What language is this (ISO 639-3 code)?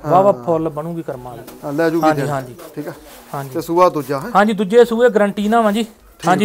pan